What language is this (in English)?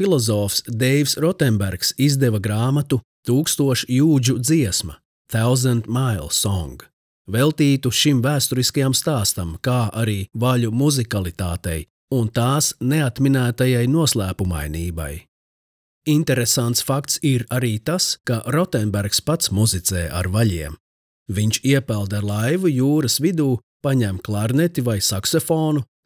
Latvian